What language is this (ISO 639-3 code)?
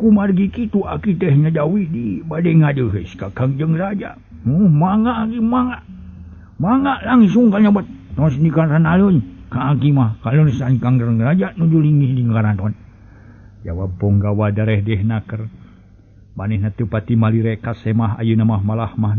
sun